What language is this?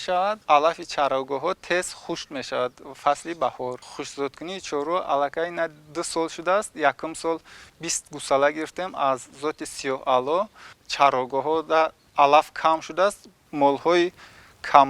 Tajik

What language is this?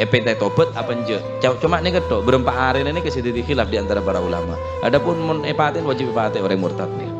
Madurese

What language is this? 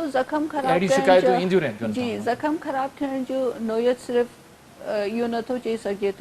Sindhi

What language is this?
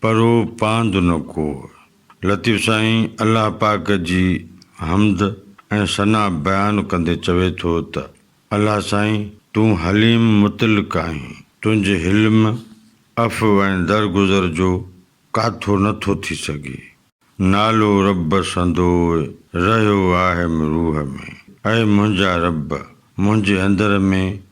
Sindhi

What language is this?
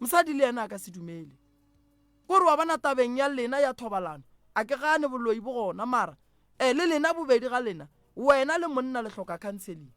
Northern Sotho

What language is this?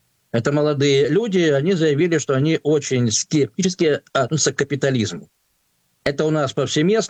Russian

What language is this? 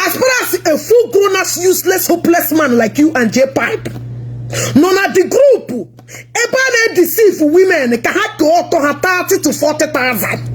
Igbo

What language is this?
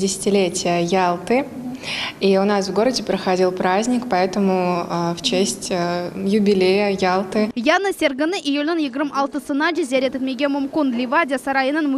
Crimean Tatar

